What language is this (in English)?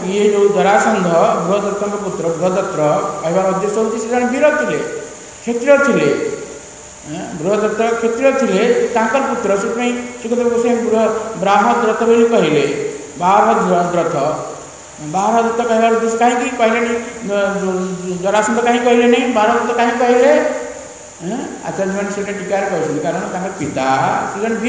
Odia